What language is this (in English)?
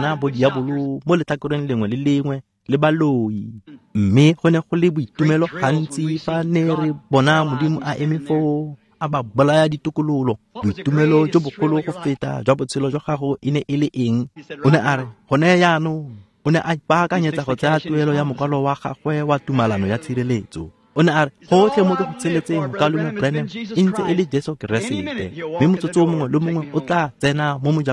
Tswana